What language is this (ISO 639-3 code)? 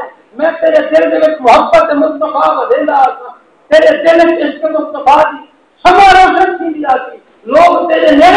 skr